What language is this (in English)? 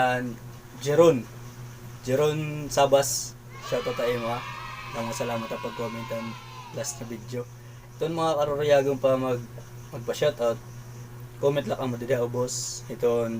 Waray